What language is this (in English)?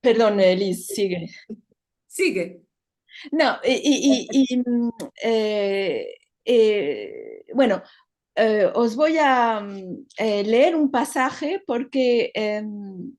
Ladino